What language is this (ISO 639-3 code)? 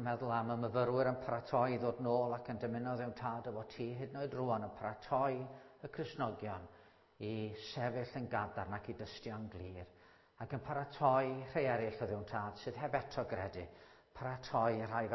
cym